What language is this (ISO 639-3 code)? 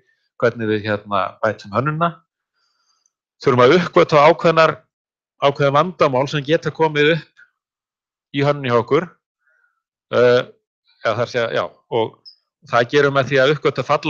isl